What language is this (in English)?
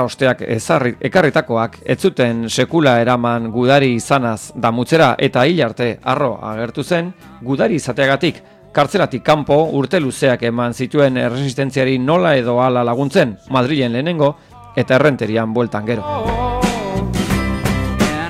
Basque